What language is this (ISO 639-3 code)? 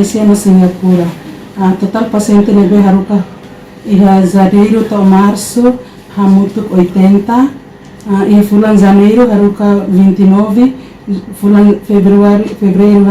tet